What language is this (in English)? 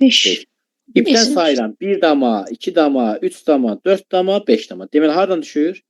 Azerbaijani